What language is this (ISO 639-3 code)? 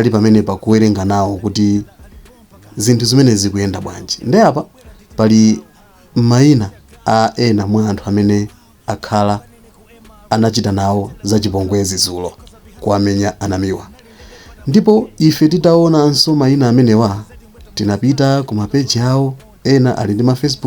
nya